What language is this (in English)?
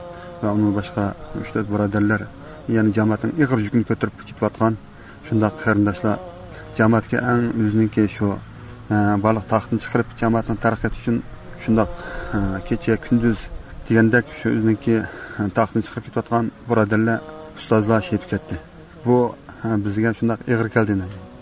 Uyghur